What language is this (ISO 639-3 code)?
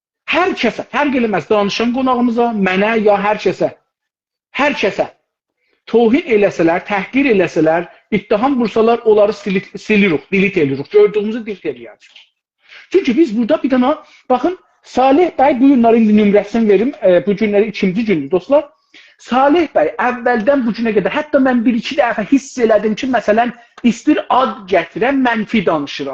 azb